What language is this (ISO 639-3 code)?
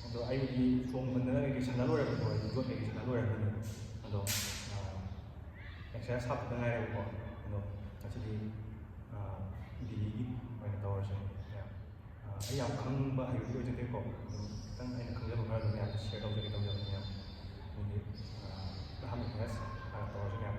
mni